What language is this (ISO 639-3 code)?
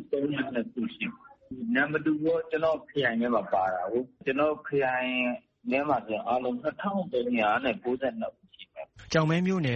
mya